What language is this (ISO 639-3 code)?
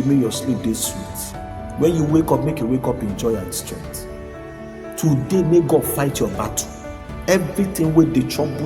pcm